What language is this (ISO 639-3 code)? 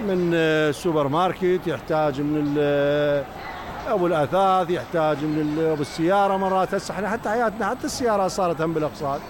acm